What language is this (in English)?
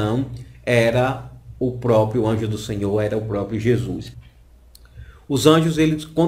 Portuguese